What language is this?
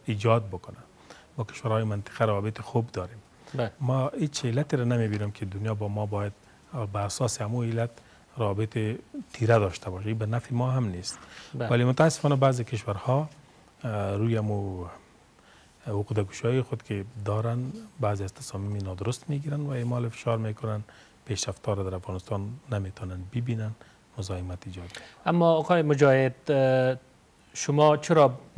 Persian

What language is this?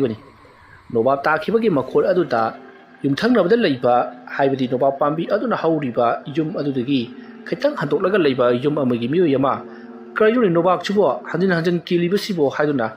Manipuri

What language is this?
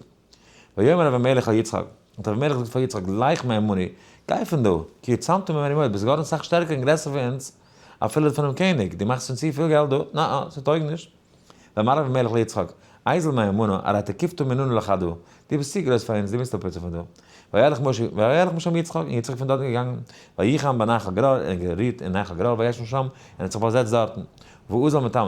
Yiddish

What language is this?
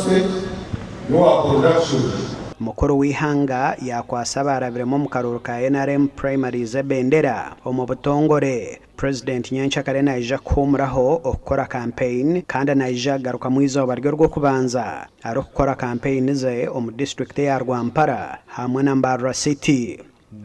Nyankole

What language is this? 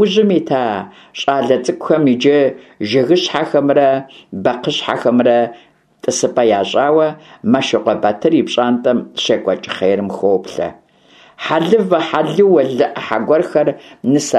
Kabardian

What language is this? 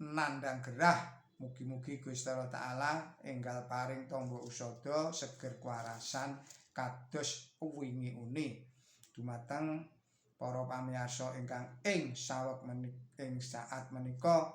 Javanese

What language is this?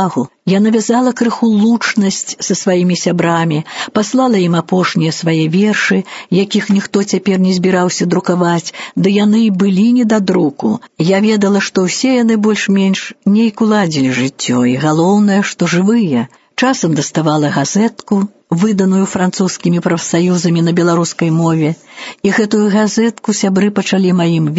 Belarusian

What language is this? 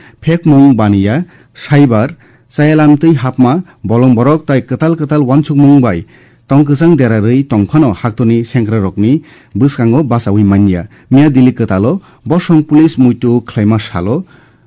Kok Borok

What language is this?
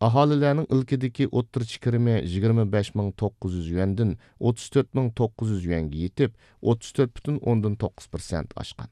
Uyghur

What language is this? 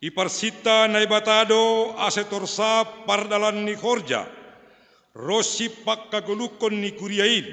Batak Simalungun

